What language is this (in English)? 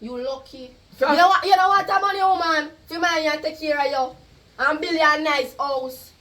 Jamaican Creole English